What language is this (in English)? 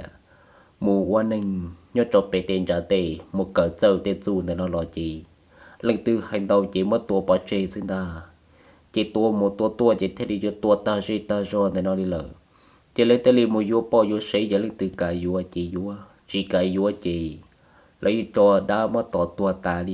Hmong